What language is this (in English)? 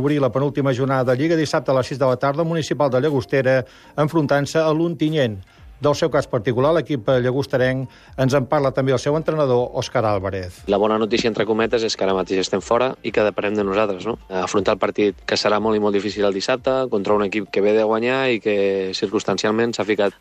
Catalan